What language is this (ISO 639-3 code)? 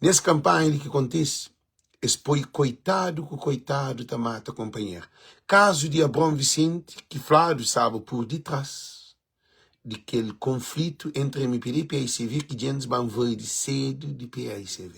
kea